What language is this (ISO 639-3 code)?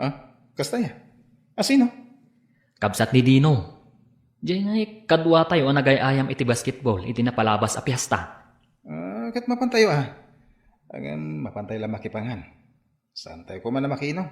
ilo